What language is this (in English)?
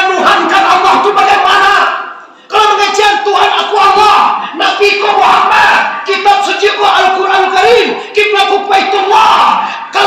Minangkabau